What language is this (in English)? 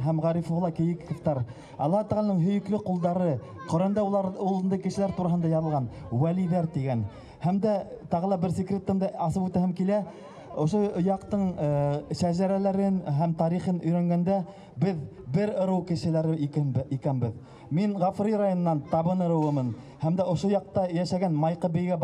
Bashkir